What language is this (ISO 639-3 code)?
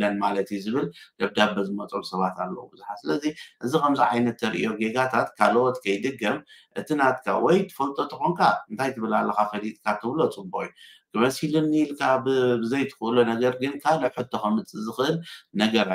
tir